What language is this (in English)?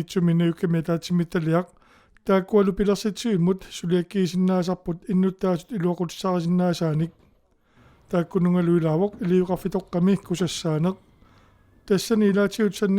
Kalaallisut